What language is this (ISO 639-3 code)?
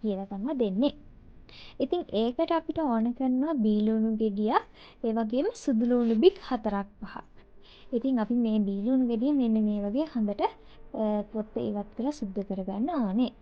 sin